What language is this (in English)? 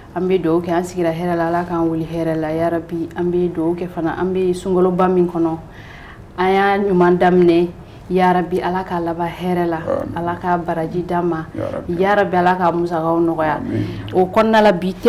Bambara